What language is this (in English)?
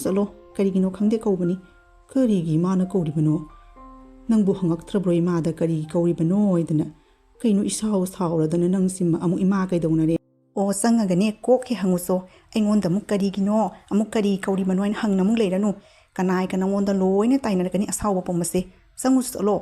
Manipuri